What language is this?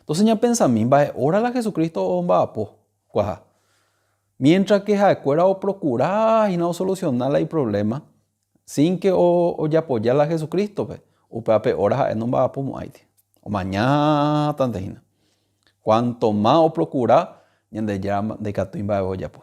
Guarani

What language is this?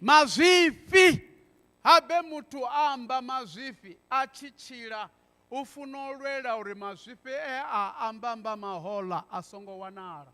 Venda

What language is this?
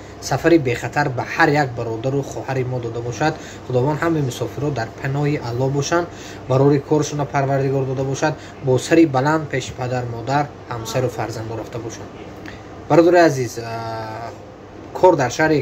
Tajik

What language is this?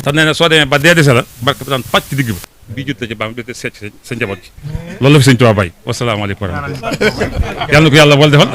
Wolof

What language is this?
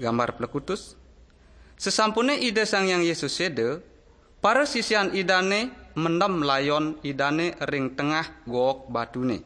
Balinese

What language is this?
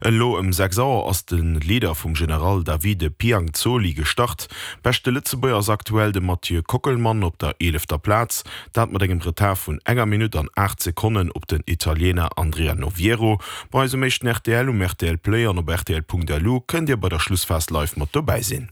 Luxembourgish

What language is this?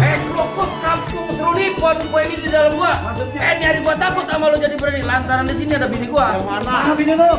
Betawi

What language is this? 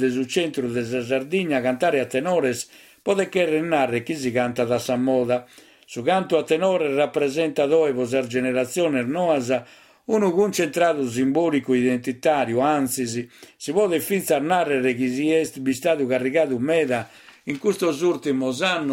Sardinian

